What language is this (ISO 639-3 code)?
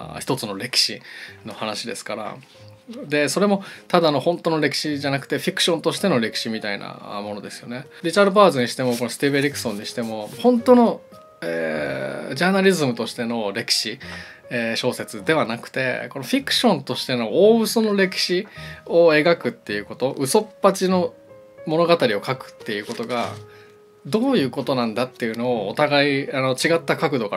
jpn